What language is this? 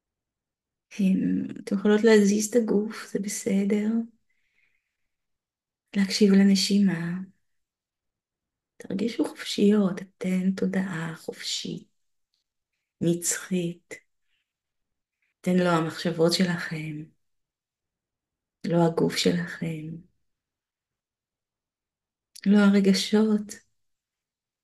Hebrew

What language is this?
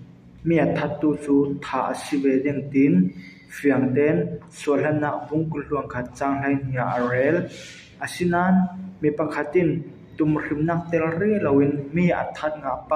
Falam Chin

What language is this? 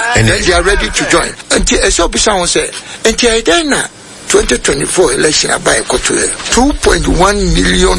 Akan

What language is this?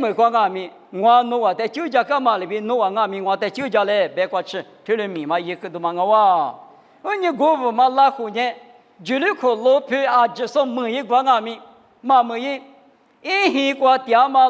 Lisu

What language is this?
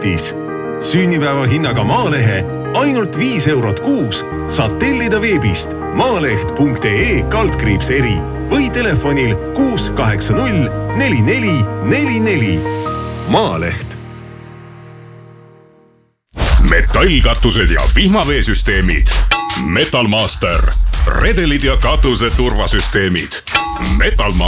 Estonian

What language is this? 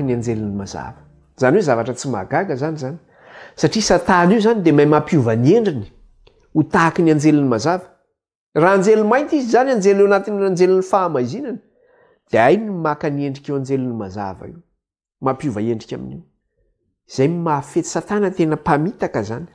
Malagasy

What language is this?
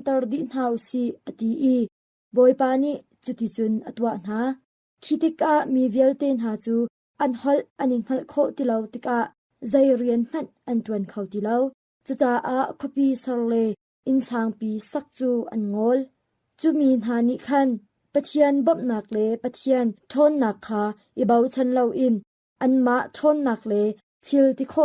Hakha Chin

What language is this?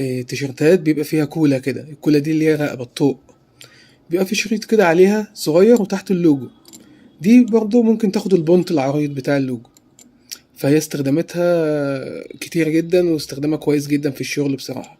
Egyptian Arabic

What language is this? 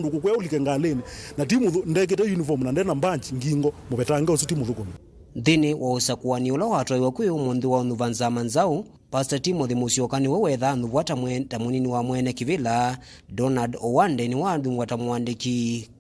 Kamba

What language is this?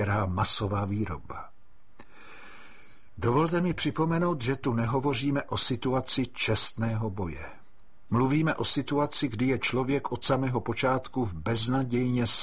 Czech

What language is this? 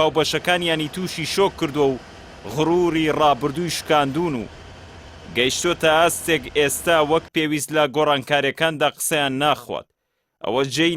Central Kurdish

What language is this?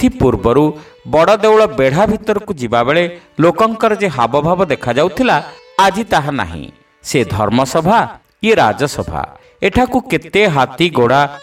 Odia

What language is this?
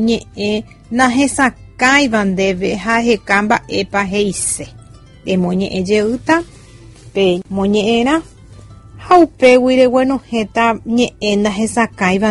Guarani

